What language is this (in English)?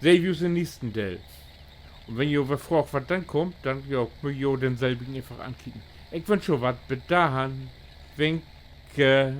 Low German